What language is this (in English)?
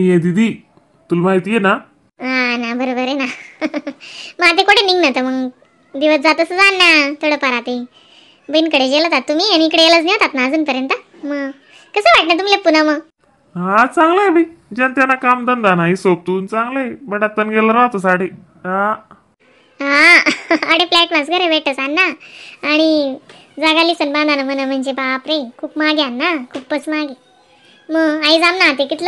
Khandesi